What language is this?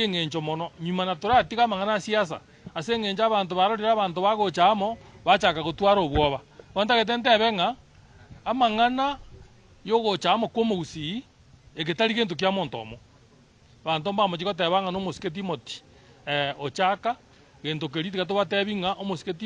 Gusii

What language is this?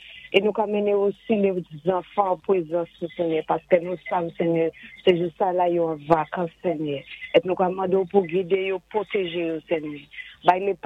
Saint Lucian Creole French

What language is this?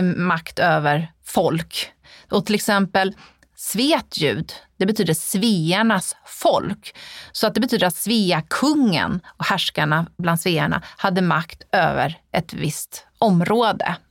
Swedish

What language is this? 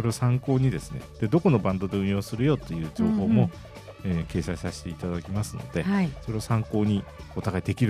Japanese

